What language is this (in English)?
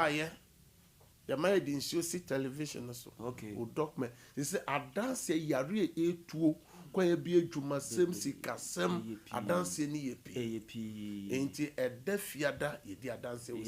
Akan